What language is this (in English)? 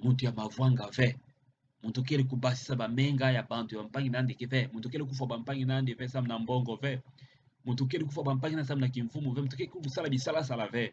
Kituba (Democratic Republic of Congo)